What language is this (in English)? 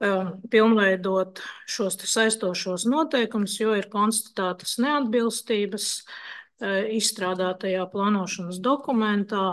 Latvian